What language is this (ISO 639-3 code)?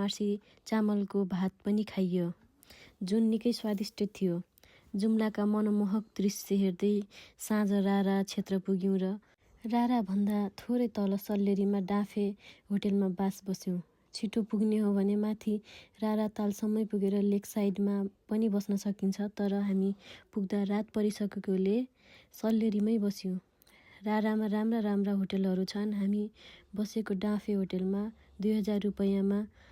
nep